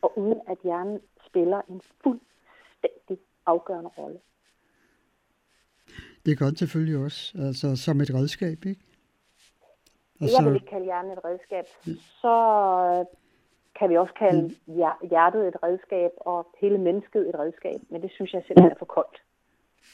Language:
Danish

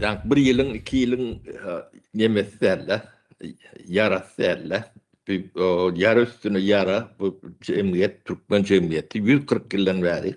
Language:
Turkmen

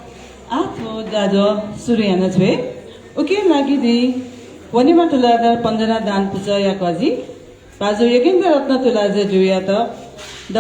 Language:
Newari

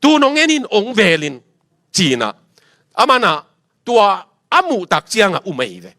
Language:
Tedim Chin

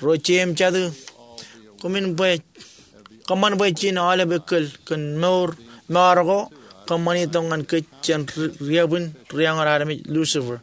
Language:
Marshallese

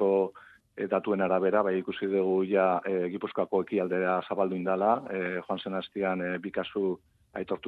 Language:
Basque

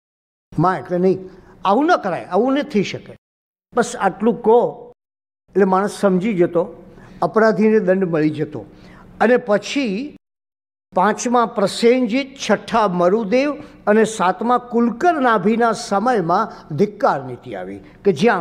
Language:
Gujarati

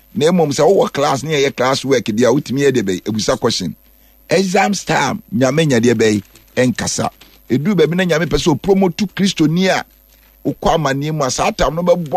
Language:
Akan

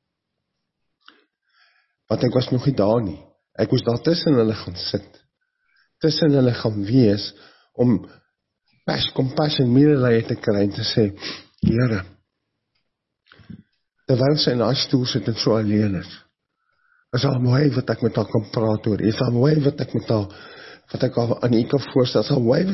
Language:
Afrikaans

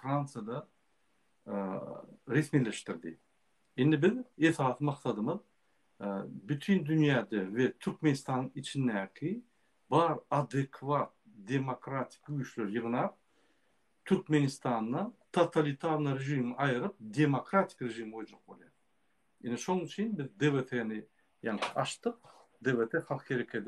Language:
Turkmen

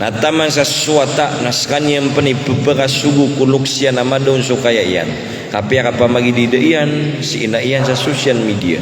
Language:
Maranao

